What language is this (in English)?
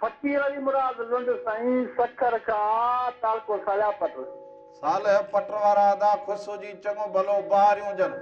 Sindhi